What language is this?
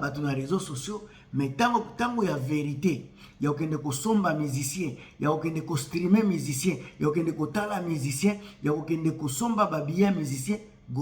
Lingala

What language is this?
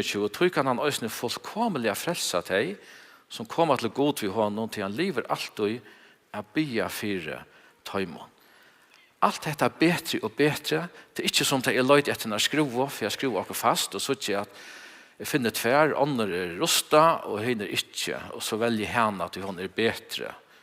Faroese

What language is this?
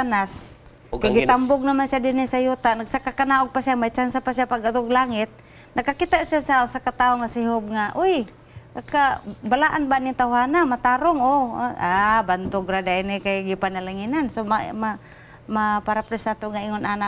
Cebuano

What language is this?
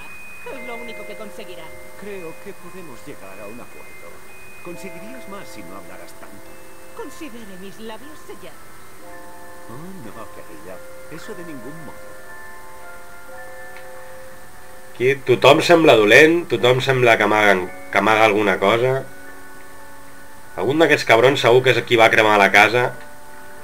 Catalan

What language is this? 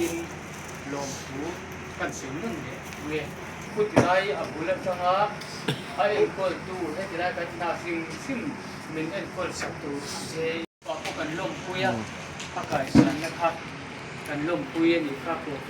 Mizo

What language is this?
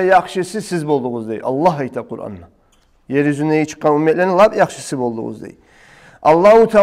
Kumyk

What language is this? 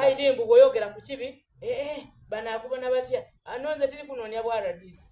Soga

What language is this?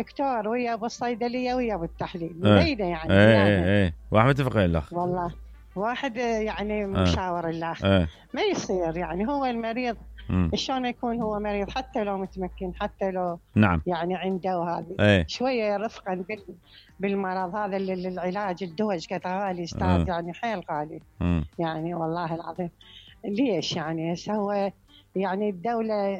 Mesopotamian Arabic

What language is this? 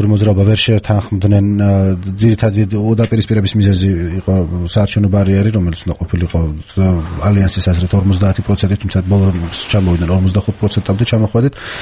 Georgian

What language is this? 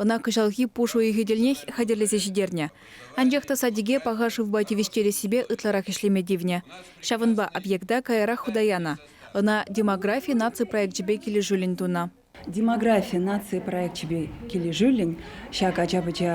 Chuvash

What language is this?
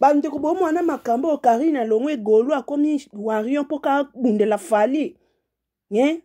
Lingala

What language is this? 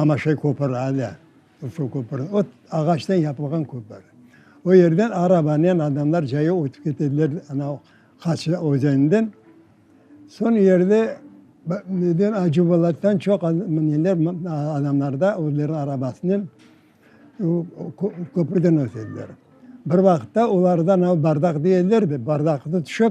Crimean Tatar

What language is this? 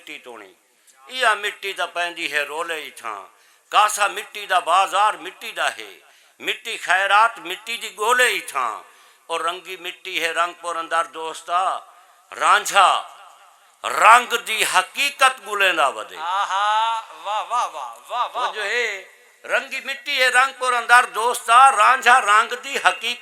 Saraiki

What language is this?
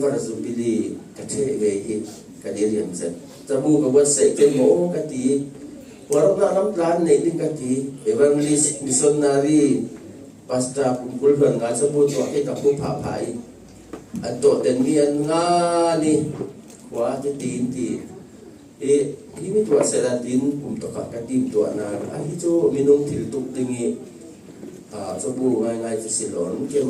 Falam Chin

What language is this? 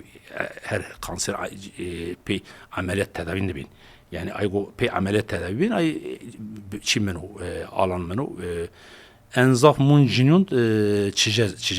Zaza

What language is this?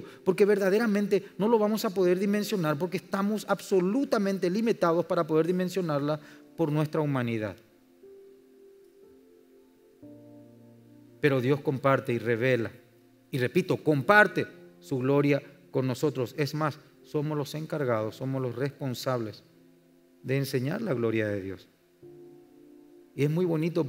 Spanish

